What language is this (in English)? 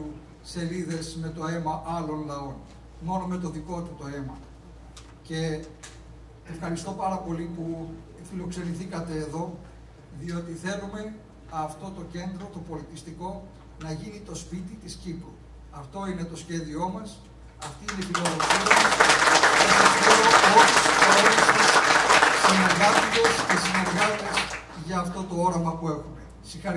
Greek